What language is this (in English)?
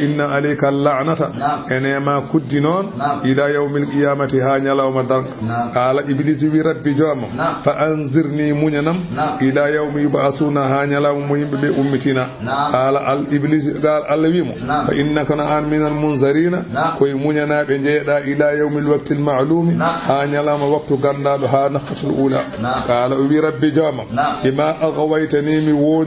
Fula